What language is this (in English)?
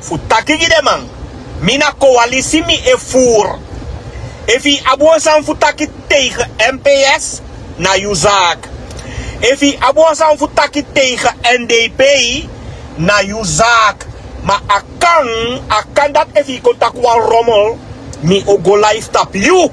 Sranan Tongo